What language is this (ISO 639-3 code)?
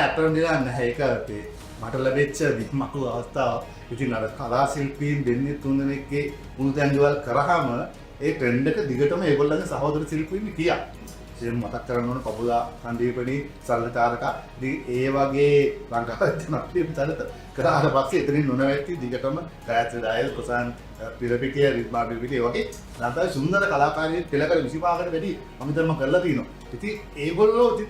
sin